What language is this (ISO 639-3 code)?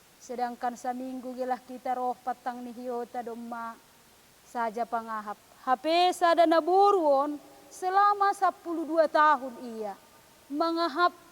bts